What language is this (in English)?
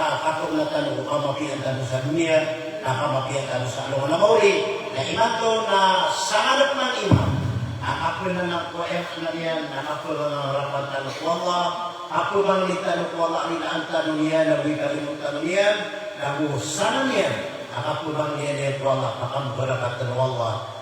Maranao